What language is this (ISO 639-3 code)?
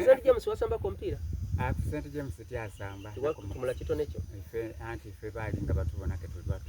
xog